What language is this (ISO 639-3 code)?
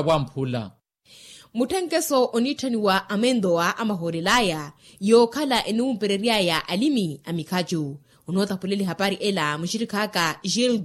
vmw